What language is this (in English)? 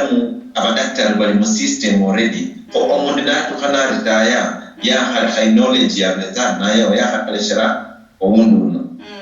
Luyia